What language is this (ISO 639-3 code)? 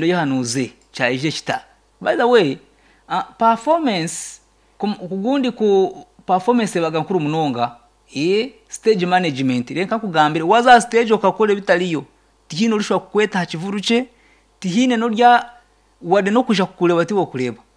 nyn